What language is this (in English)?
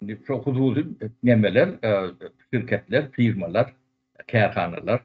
Turkmen